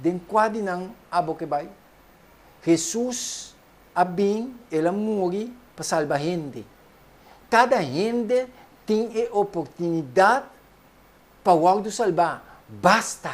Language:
Papiamento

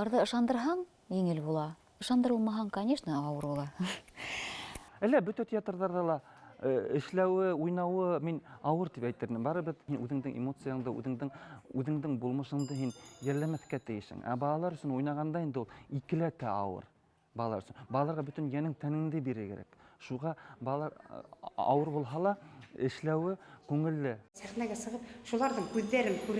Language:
Bashkir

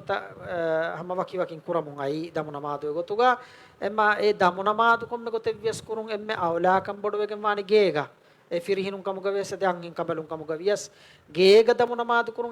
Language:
Divehi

